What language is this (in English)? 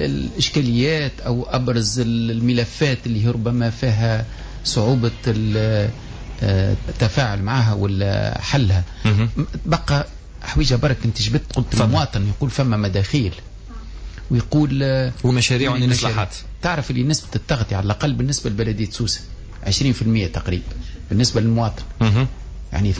Tunisian Arabic